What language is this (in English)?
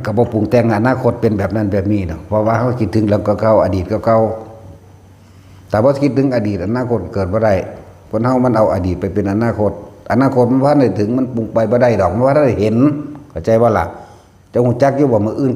Northeastern Thai